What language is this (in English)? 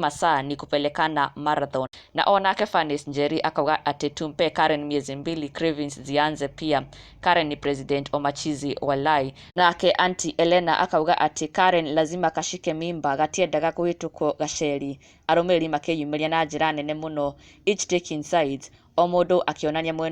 Kikuyu